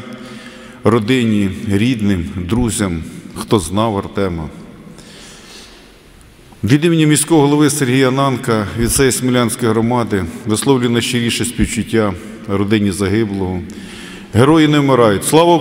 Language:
Ukrainian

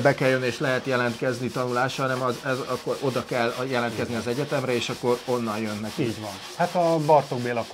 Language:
Hungarian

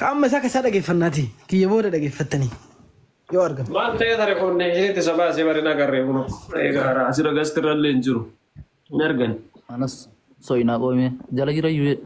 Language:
Oromo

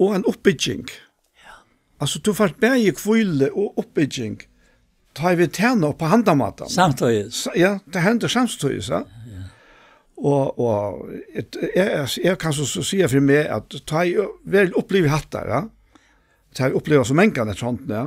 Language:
Faroese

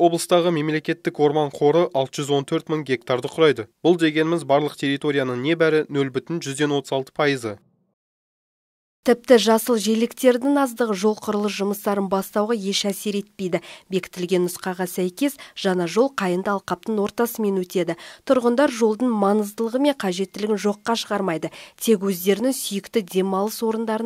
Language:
Kazakh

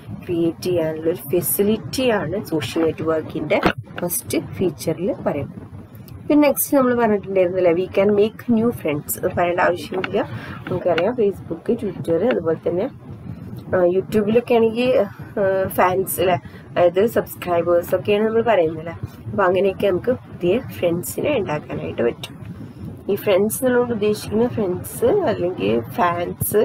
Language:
Malayalam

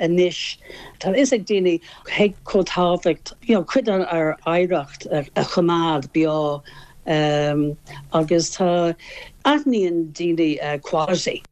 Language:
Irish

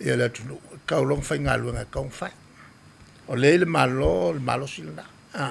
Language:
Samoan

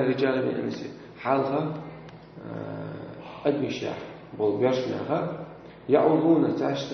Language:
Chechen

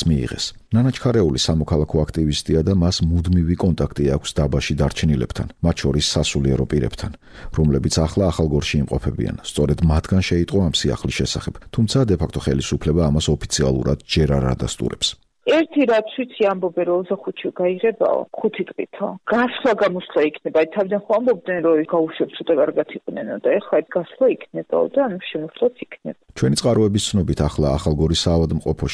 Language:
Georgian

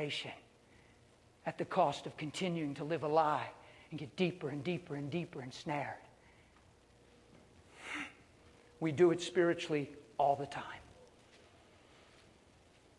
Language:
English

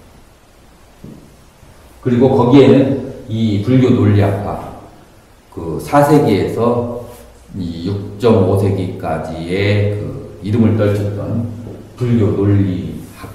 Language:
Korean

